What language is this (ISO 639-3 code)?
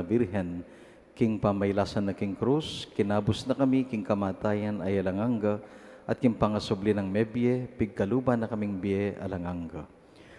pam